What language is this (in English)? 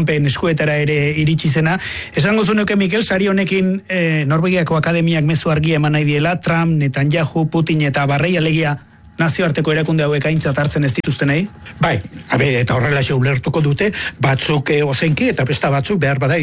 Basque